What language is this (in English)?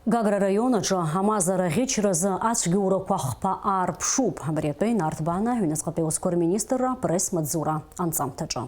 Abkhazian